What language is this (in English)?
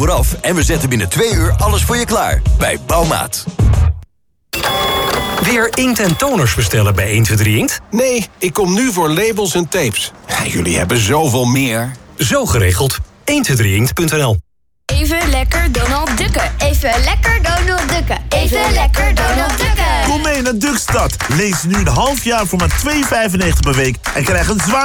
Dutch